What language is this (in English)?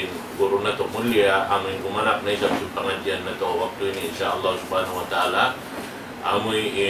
Tausug